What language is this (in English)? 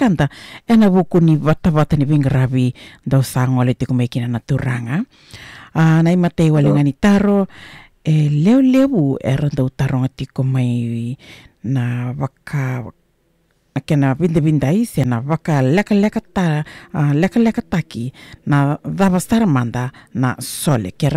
Fijian